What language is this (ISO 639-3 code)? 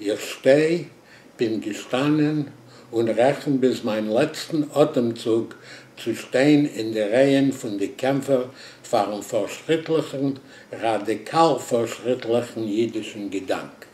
yid